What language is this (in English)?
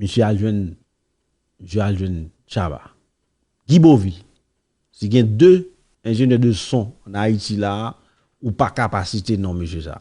Haitian Creole